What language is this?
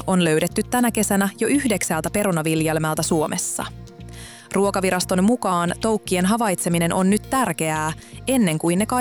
Finnish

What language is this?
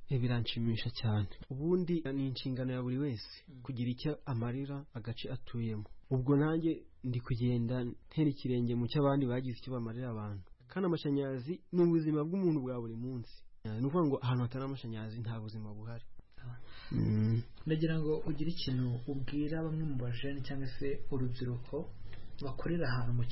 Kinyarwanda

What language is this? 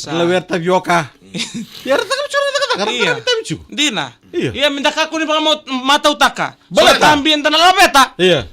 Fijian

